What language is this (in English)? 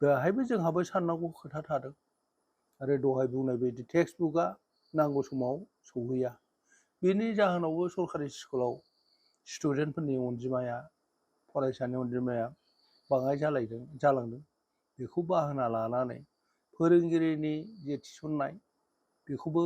Bodo